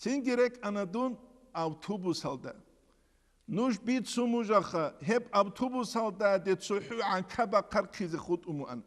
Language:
Avaric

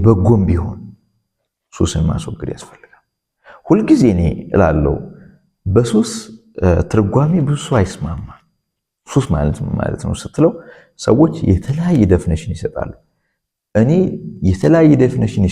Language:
Amharic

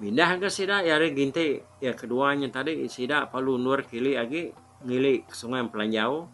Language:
Iban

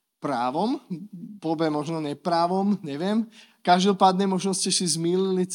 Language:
Slovak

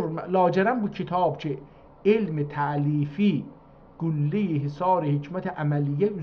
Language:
South Azerbaijani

